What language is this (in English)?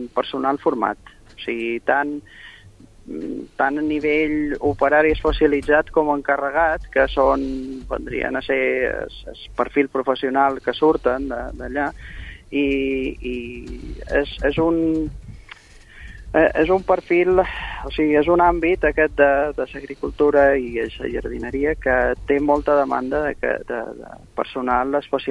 Catalan